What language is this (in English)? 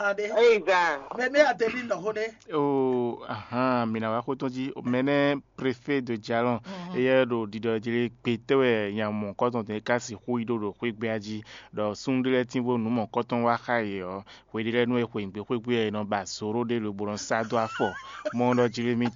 Fon